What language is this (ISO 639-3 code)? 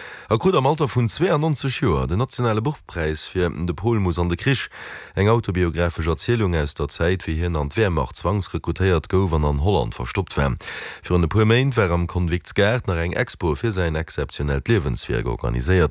ltz